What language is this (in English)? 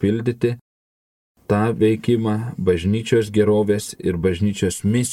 Lithuanian